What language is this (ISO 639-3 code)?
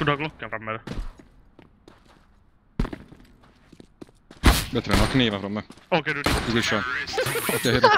swe